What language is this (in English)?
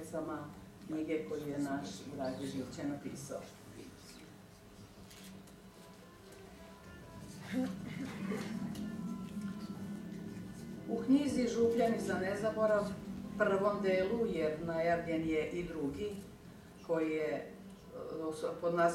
Serbian